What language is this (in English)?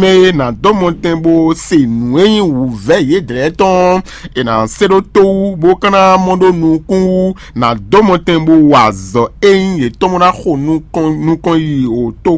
Fon